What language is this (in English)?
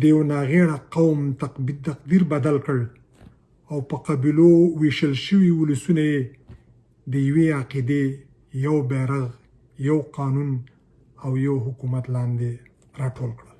Pashto